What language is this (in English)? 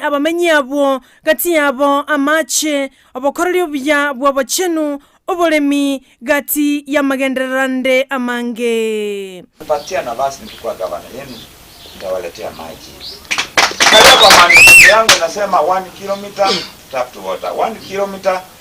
Gusii